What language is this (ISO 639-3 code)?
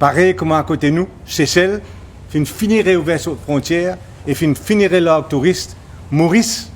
mfe